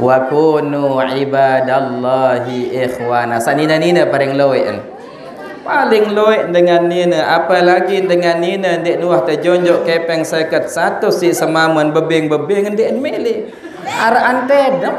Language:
Sasak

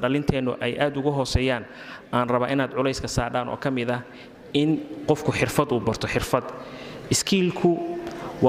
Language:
Somali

